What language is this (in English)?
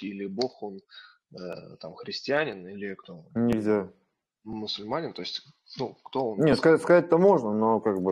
Russian